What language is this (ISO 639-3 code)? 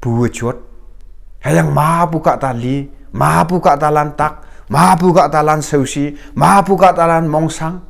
nbe